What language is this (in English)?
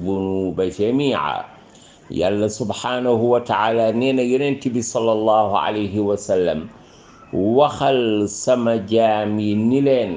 Wolof